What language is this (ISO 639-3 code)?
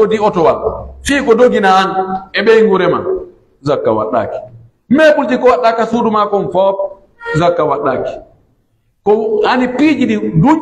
fuf